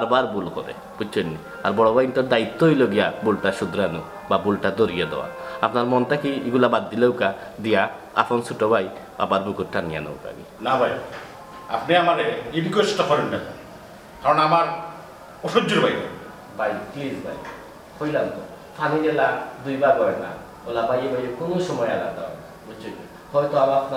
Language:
Sylheti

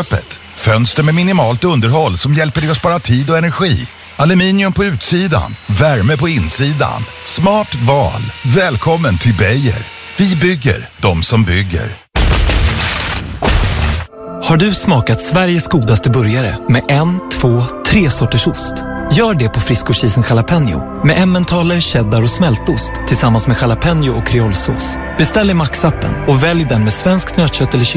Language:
Swedish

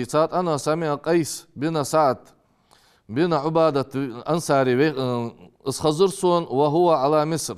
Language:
Ingush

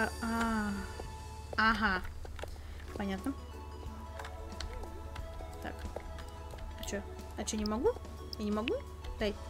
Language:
Russian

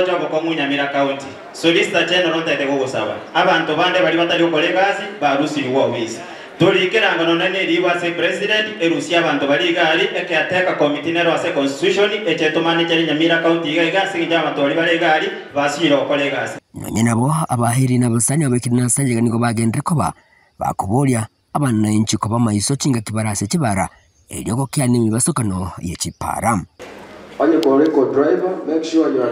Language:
Gusii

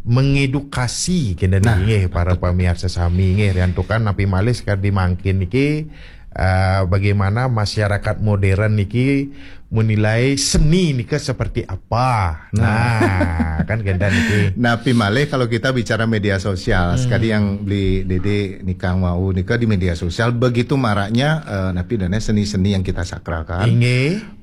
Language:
Balinese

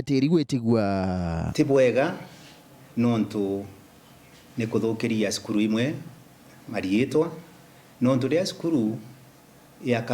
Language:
Meru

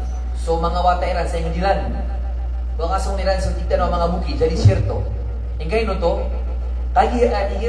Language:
Maranao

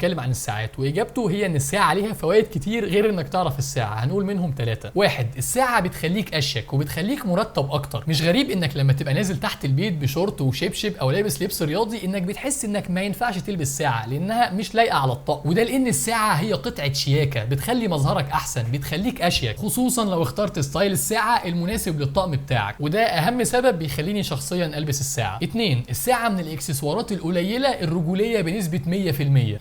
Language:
Egyptian Arabic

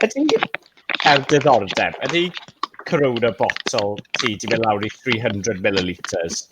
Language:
Welsh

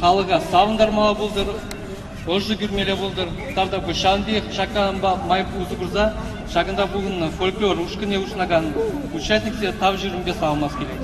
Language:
Chuvash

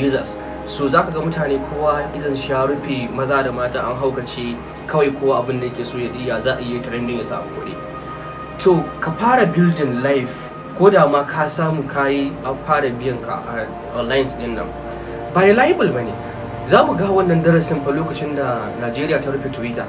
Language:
Hausa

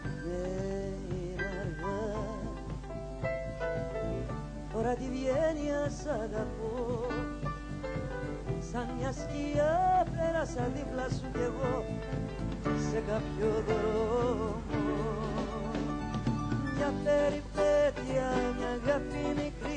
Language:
Greek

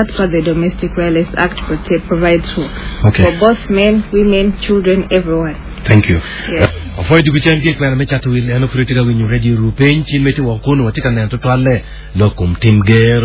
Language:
Acoli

